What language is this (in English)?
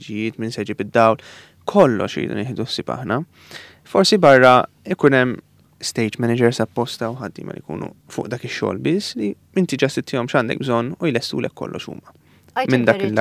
Maltese